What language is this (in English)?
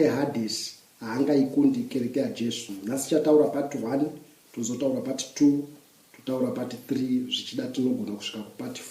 Shona